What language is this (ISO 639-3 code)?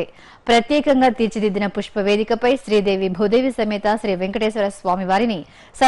tel